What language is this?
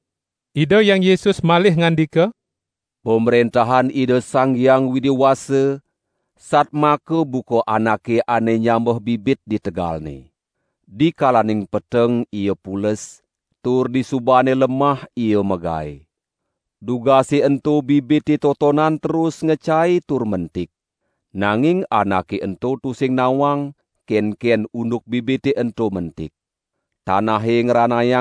Balinese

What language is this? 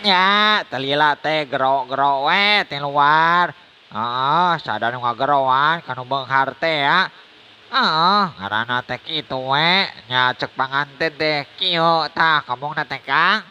Sundanese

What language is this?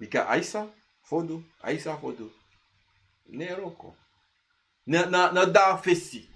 Sranan Tongo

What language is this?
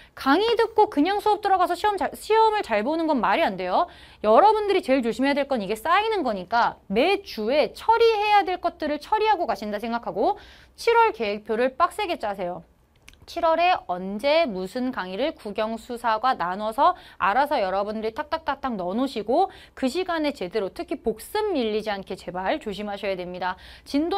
Korean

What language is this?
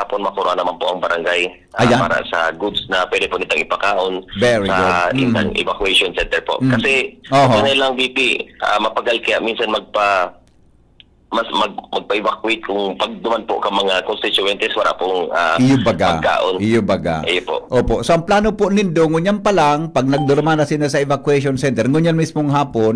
Bikol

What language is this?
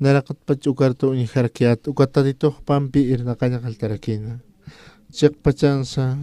Aymara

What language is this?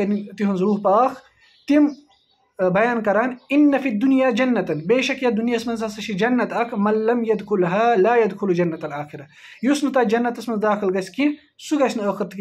Kashmiri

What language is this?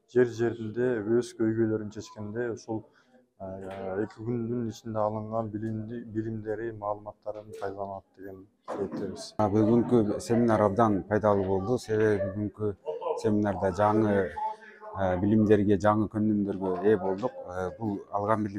Kyrgyz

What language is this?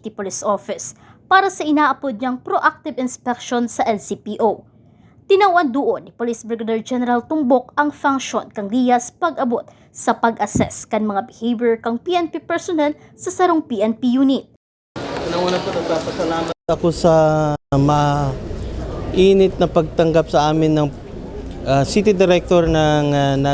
Bikol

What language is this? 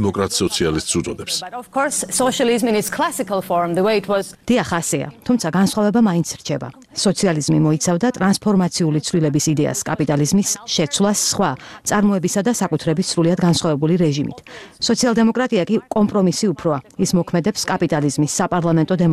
Georgian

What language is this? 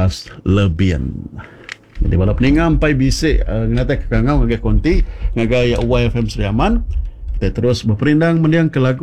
Iban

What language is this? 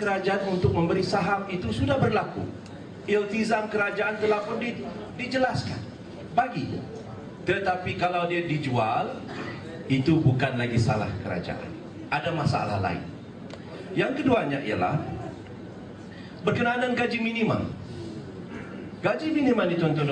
Malay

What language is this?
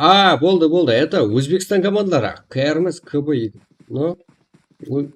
Kara-Kalpak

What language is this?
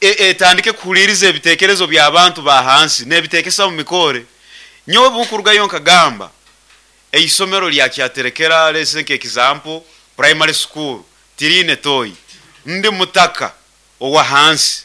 Nyankole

